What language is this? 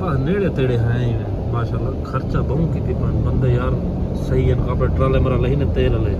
Saraiki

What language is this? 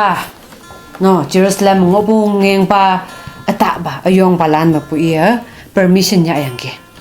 Konyak Naga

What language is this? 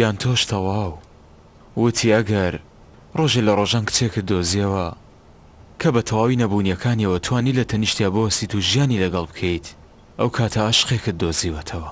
Central Kurdish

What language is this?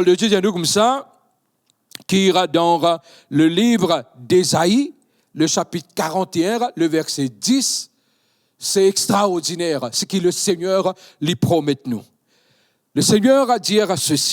Morisyen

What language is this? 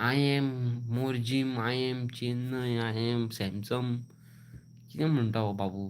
Konkani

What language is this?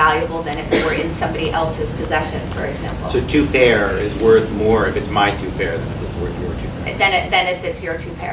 English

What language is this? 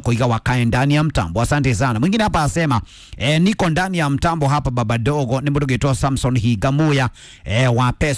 Kikuyu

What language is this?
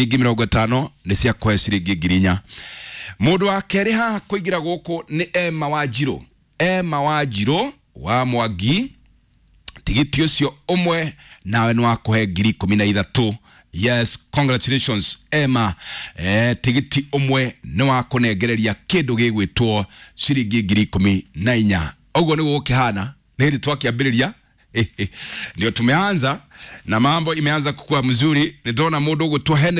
Kikuyu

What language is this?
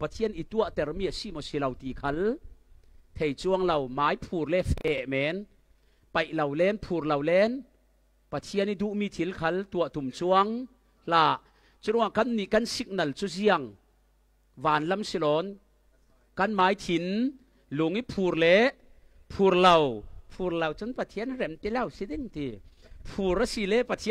Falam Chin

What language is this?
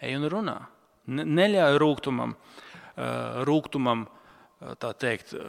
Latvian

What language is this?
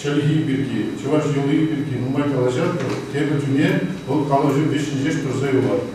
Chuvash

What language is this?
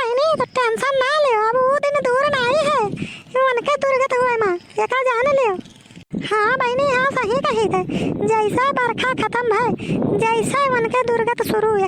Awadhi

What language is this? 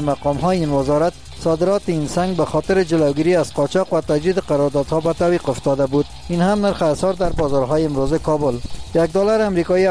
Persian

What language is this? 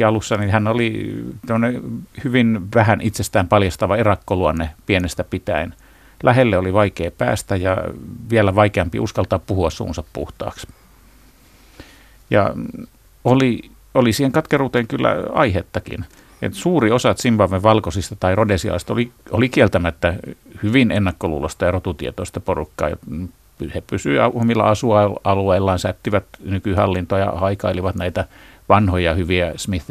Finnish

